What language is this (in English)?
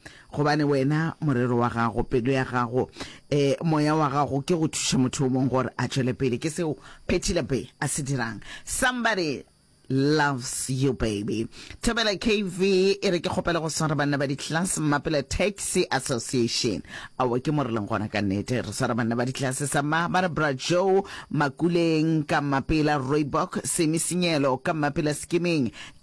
Northern Sotho